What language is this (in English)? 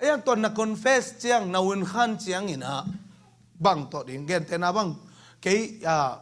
Tedim Chin